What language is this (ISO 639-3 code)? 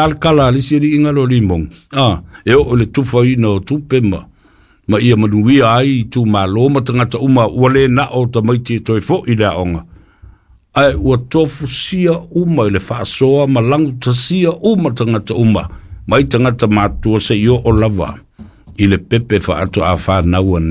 smo